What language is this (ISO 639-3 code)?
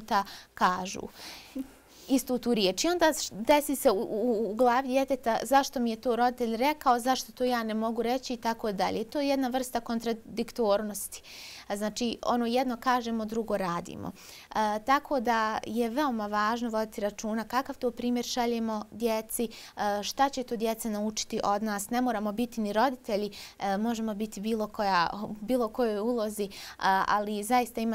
bos